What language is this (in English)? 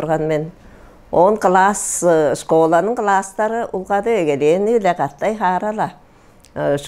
Tuvinian